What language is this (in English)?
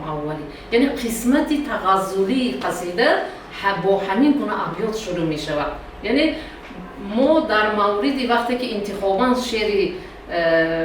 Tajik